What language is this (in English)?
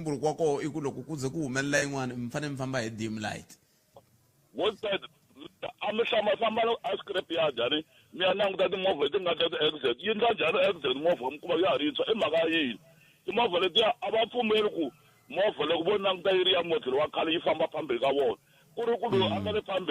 Tsonga